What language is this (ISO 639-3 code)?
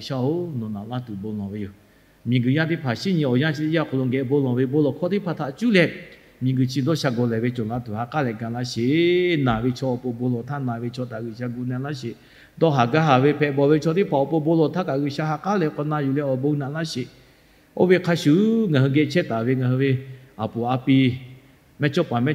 lhu